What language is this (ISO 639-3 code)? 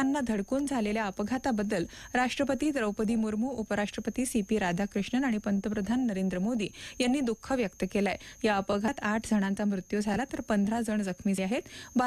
mar